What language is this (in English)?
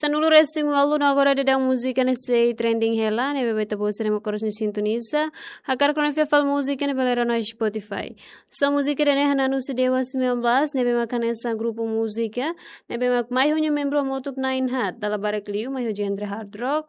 Tetum